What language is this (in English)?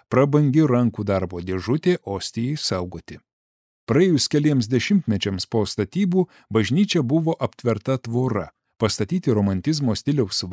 Lithuanian